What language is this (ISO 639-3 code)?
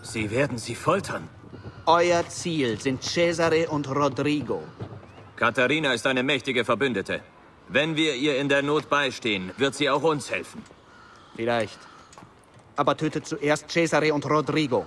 bar